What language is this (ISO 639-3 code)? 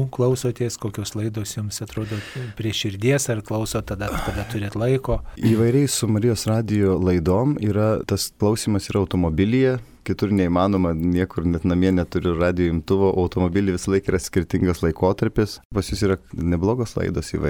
lit